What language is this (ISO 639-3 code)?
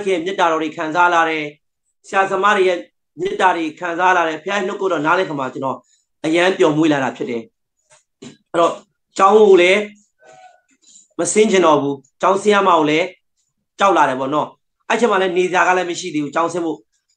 mya